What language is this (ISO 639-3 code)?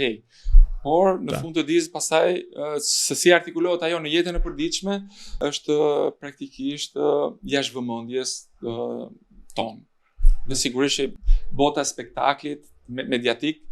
sqi